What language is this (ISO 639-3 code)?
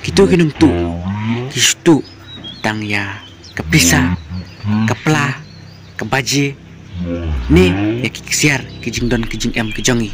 kha